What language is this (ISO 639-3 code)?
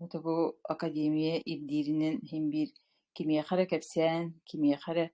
sah